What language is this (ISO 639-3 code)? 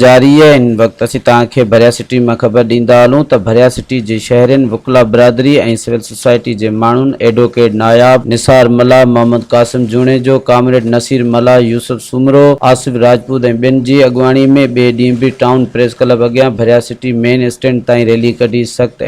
snd